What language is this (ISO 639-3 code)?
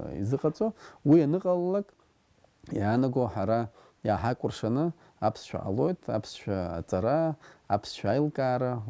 abk